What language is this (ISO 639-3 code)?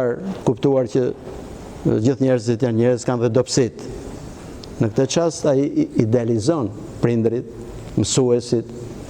sqi